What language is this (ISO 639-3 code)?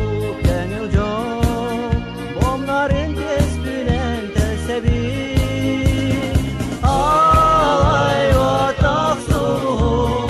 sah